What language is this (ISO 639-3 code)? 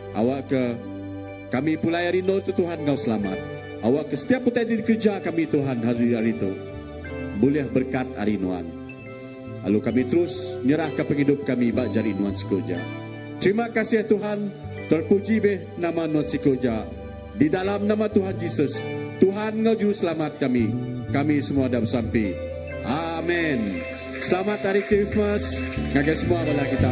iba